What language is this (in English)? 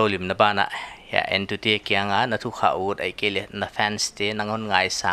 Paite Chin